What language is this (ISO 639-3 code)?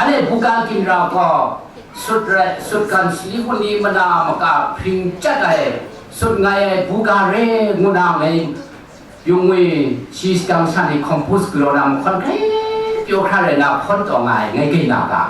kac